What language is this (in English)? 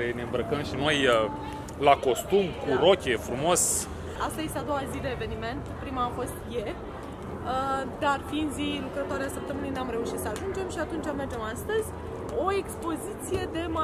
Romanian